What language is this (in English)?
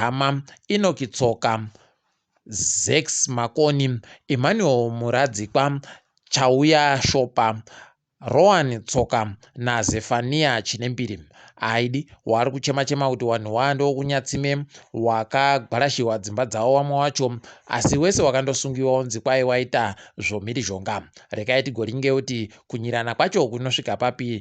Ndau